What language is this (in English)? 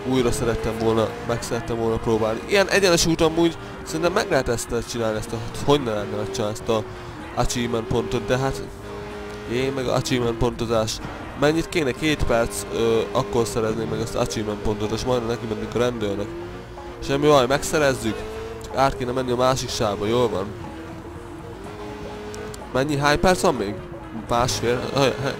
Hungarian